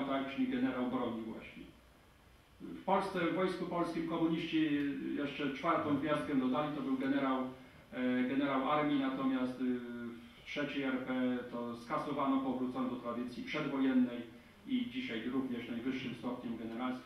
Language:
Polish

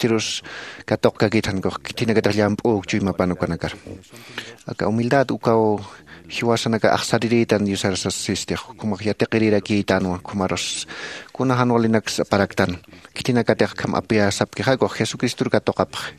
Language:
Aymara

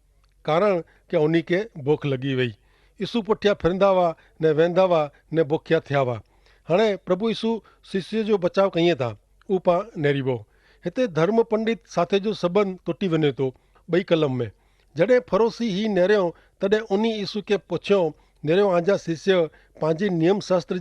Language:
Kachhi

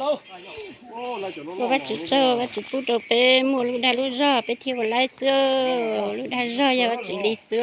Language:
Hmong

